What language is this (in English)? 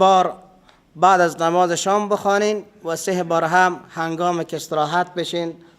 Persian